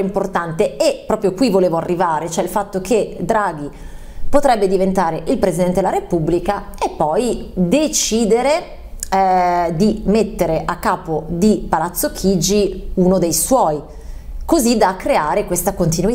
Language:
Italian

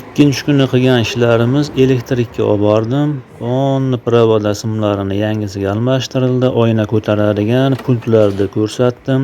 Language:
Uzbek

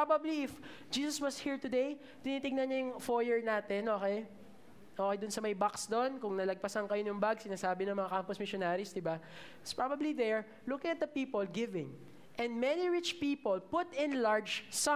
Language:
Filipino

